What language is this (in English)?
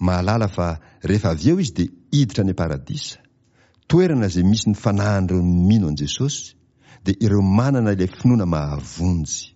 Malagasy